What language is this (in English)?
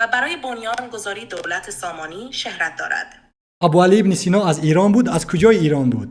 Tajik